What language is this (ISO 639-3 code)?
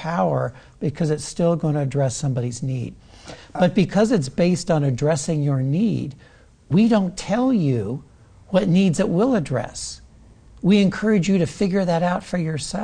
eng